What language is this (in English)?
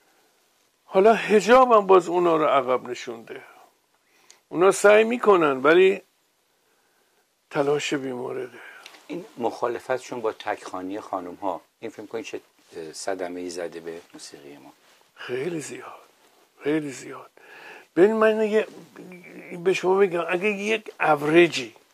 Persian